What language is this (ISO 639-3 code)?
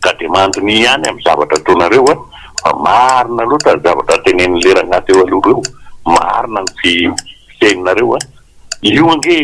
mlg